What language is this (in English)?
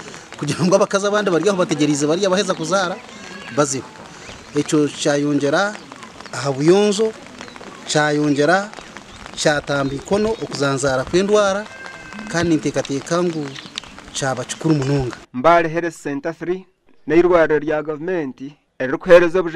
Nyankole